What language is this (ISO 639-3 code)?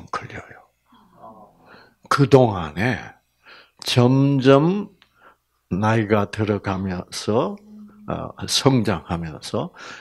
kor